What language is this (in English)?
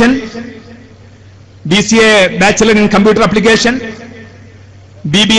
Malayalam